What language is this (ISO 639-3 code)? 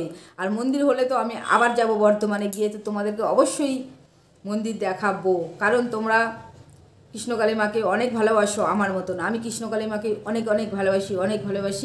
ben